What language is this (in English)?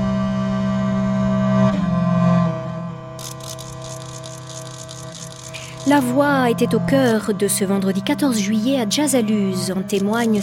French